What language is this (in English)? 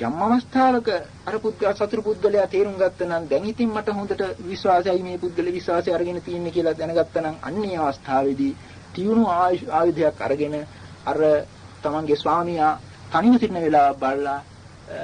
Sinhala